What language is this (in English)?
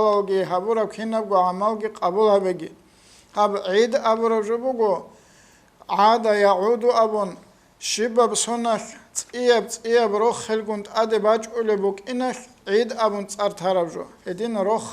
Avaric